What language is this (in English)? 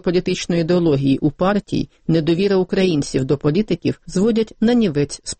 Ukrainian